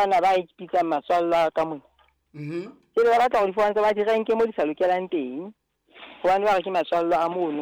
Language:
Southern Sotho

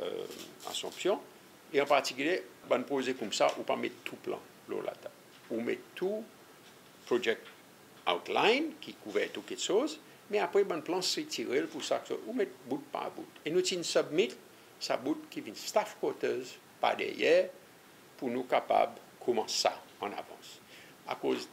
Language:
Seselwa Creole French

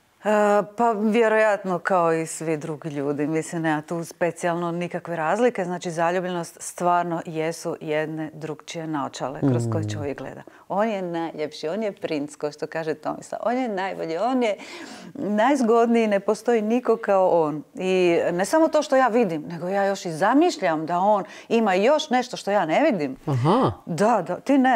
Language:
Croatian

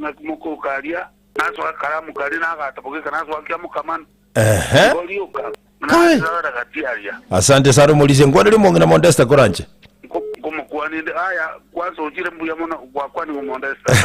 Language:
Gusii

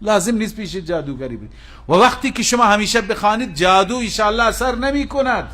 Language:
Persian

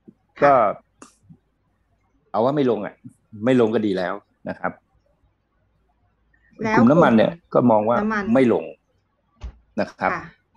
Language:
Thai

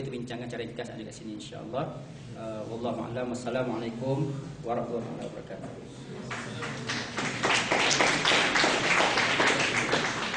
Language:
Malay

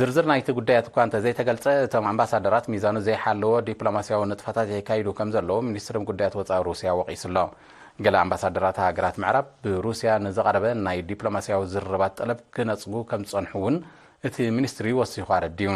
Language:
Tigrinya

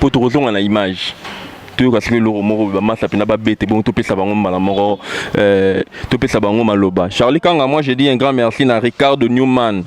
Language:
Lingala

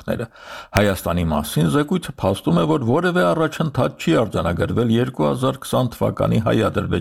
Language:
Armenian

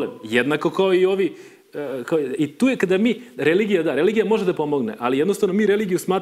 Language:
Serbian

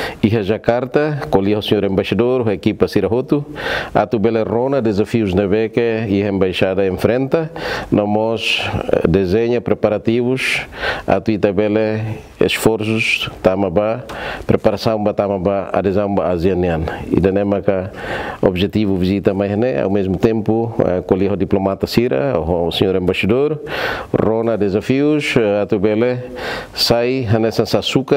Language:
Tetum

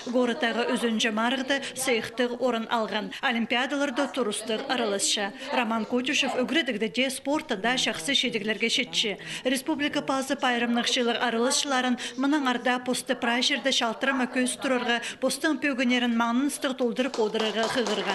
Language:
Khakas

